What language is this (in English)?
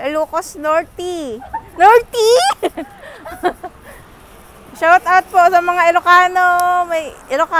Filipino